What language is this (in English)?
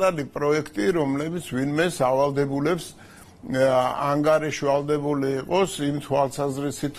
Georgian